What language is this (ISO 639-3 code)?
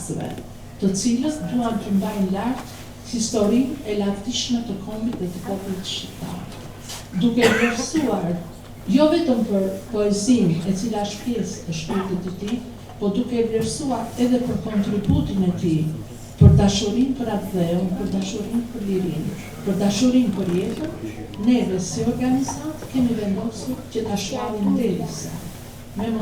sqi